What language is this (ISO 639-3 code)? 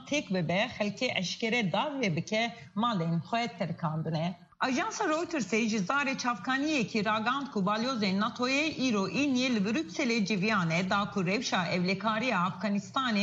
kur